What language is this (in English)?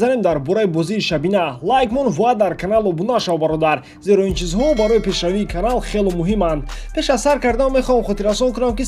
Tajik